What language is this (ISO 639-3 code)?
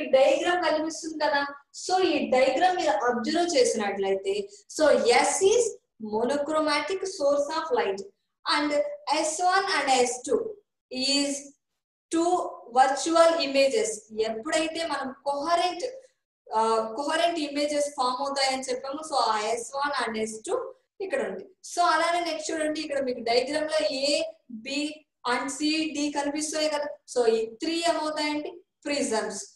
tel